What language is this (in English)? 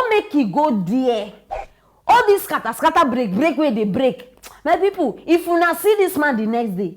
Nigerian Pidgin